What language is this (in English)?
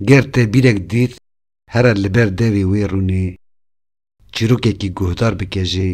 Kurdish